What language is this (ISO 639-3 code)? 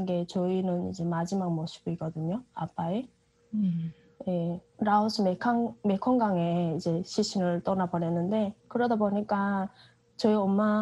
kor